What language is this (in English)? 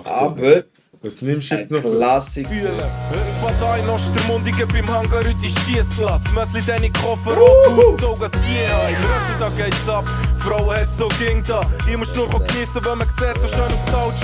Swiss German